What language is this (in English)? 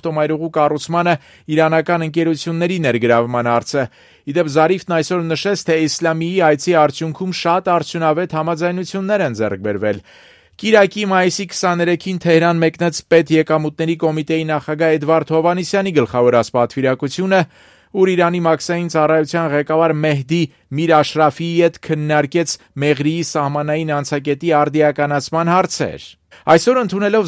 Armenian